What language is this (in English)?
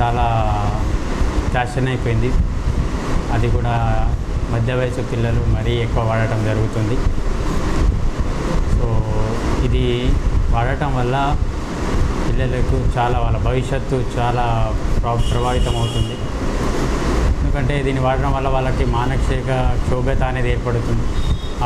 Telugu